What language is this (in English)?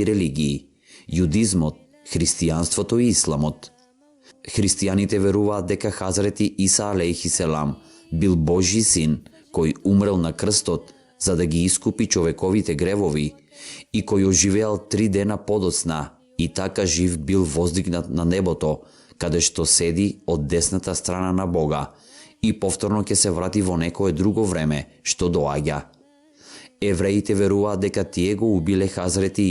Macedonian